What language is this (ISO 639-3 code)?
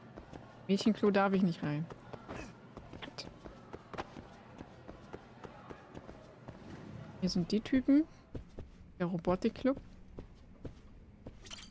deu